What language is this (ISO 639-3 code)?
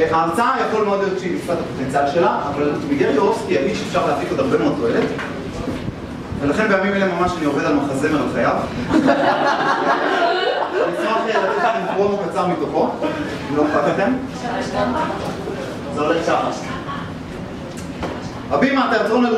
heb